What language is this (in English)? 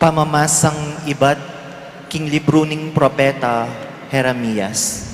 Pampanga